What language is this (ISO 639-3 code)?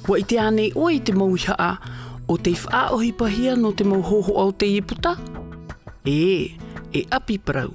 tah